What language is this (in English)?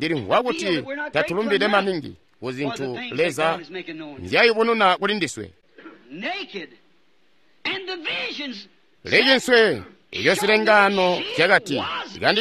Tonga (Zambia)